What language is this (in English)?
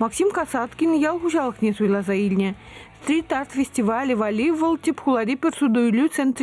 Chuvash